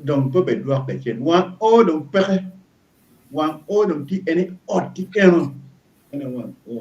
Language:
Acoli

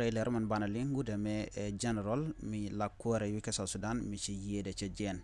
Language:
Nuer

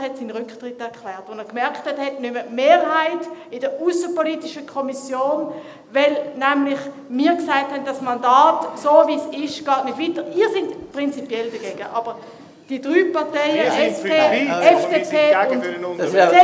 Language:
German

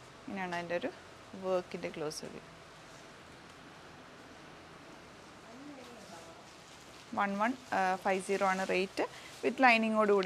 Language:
Malayalam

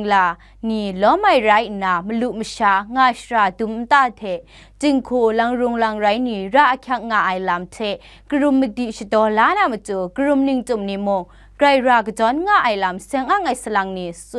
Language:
Kachin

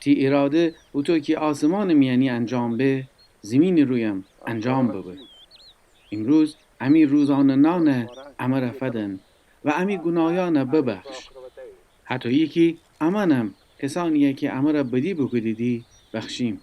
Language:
Gilaki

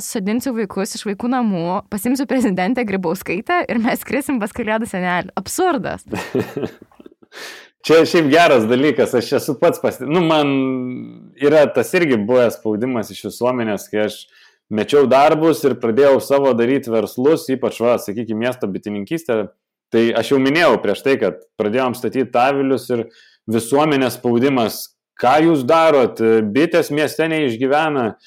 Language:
Lithuanian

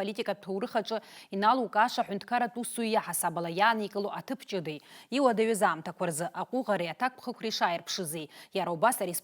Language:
Abkhazian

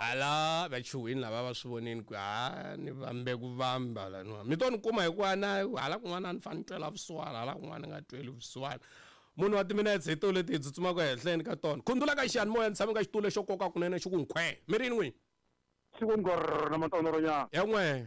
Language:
Tsonga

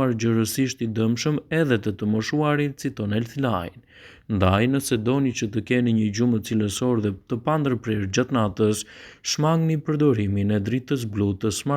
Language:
Albanian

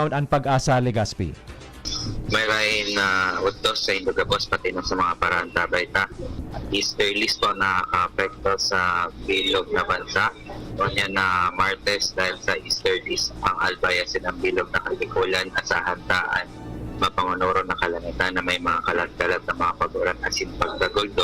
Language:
Bikol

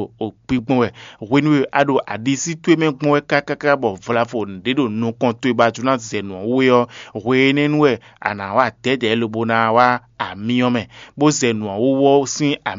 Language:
Fon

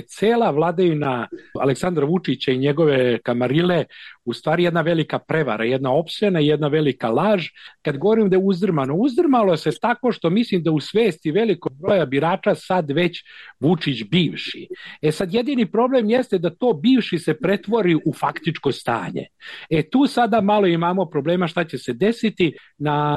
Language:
Serbian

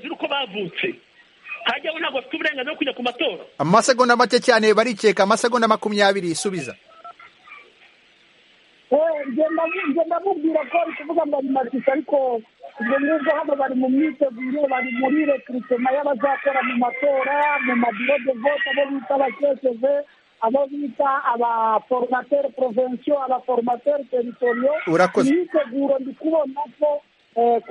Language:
Kinyarwanda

